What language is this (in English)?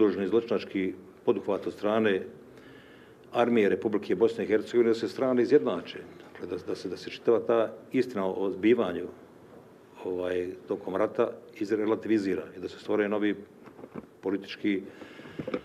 Bosnian